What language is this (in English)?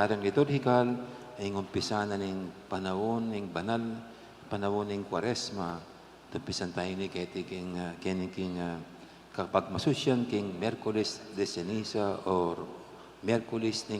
Pampanga